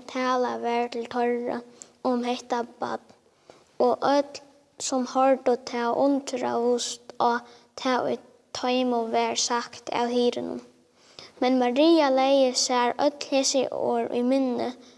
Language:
Faroese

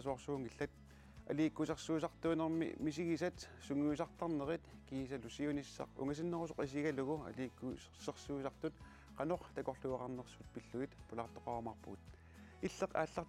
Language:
Kalaallisut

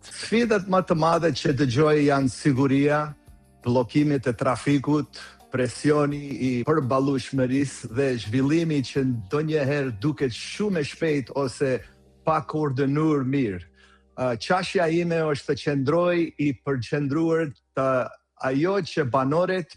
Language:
Albanian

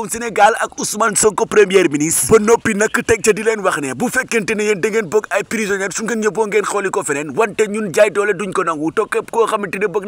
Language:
Wolof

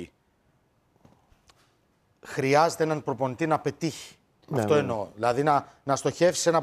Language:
Greek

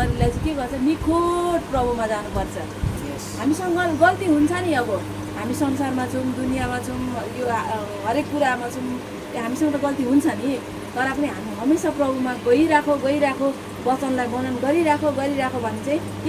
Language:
Nepali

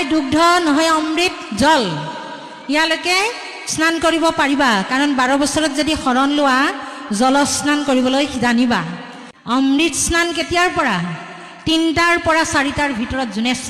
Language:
Assamese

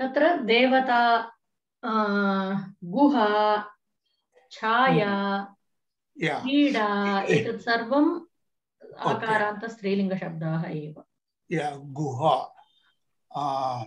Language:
Sanskrit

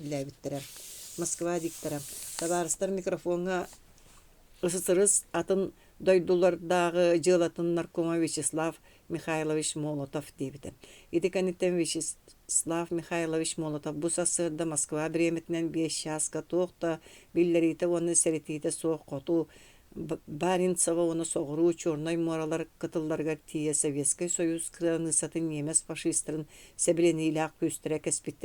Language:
Yakut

